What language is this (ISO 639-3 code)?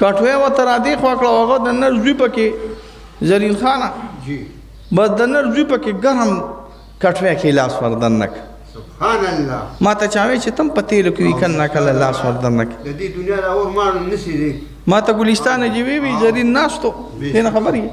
pus